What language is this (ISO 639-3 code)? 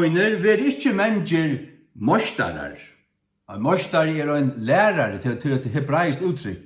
fao